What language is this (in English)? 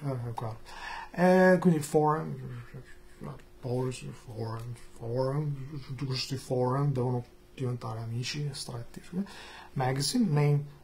Italian